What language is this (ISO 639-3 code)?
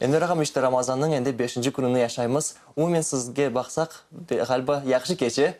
crh